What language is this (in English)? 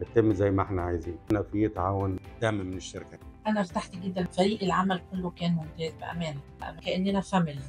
Egyptian Arabic